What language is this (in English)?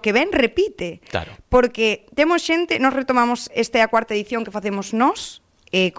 Galician